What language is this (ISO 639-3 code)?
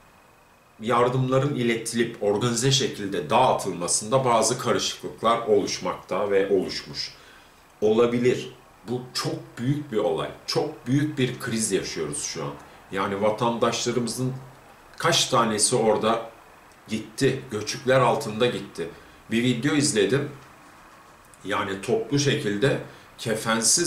tur